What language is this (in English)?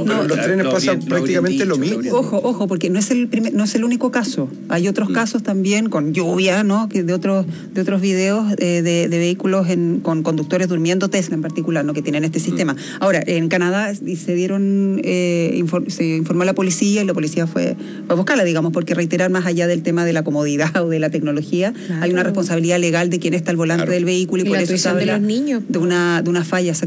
Spanish